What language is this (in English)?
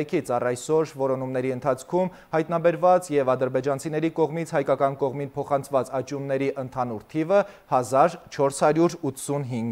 Armenian